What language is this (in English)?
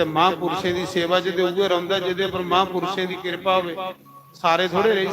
Dogri